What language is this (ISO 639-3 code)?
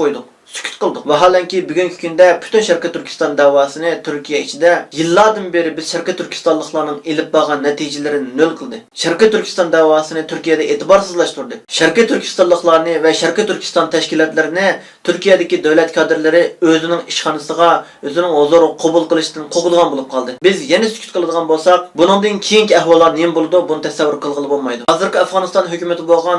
uig